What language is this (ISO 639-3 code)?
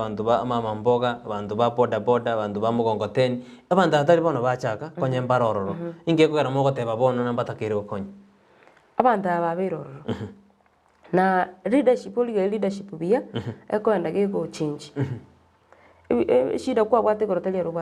guz